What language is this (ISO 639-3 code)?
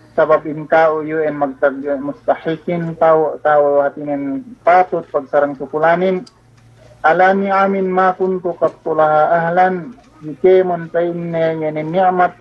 yka